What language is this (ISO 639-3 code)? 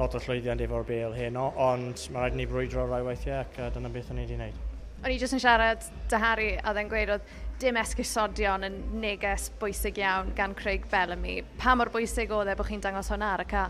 cym